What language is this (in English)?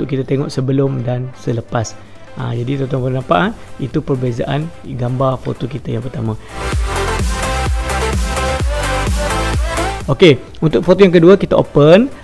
Malay